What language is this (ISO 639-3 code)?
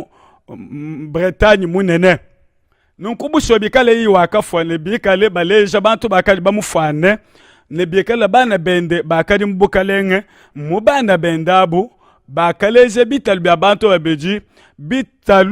lua